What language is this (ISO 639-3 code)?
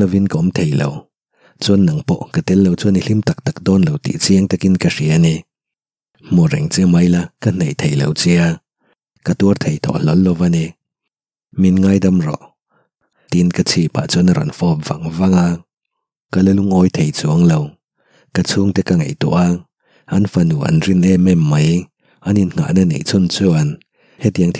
lus